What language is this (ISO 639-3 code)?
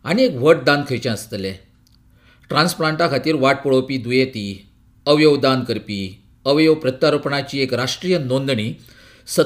kok